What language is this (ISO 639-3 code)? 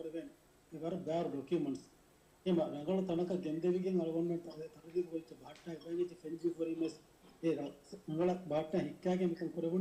div